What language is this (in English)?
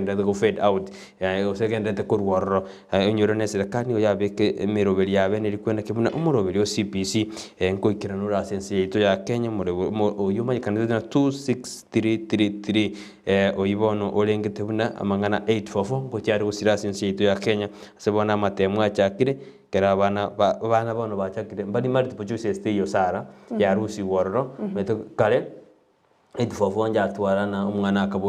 Gusii